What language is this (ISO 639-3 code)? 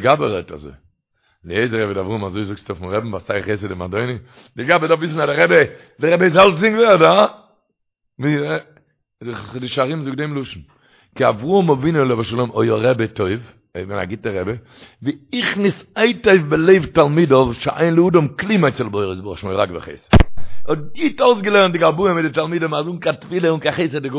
yid